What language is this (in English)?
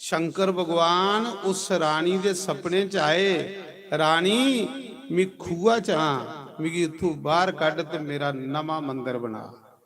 Dogri